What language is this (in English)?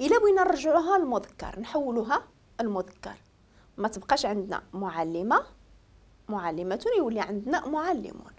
Moroccan Arabic